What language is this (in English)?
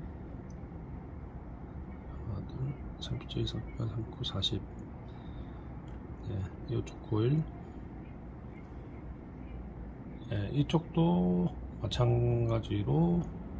Korean